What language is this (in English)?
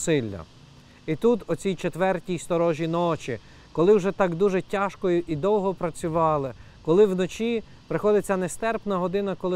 Ukrainian